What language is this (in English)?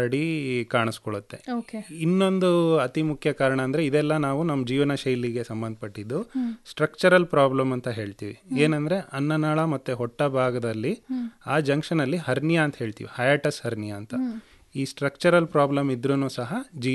Kannada